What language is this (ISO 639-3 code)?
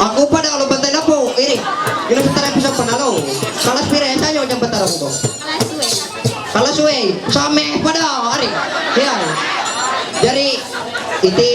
mhy